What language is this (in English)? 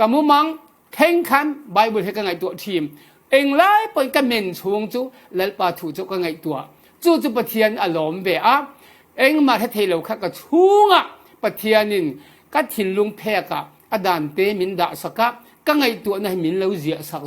Falam Chin